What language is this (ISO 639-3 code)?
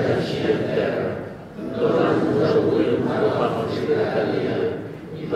cat